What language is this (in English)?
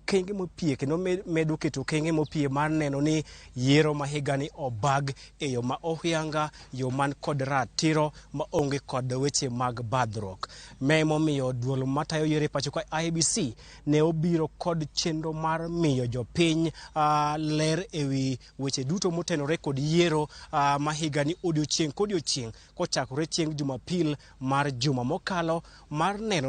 Luo (Kenya and Tanzania)